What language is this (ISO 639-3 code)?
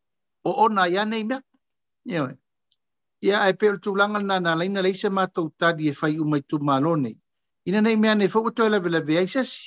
smo